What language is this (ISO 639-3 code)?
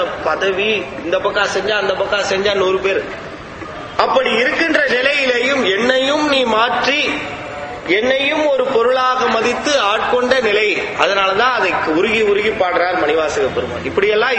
tam